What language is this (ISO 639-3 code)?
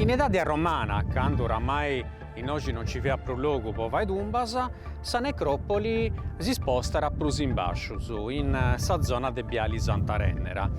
srd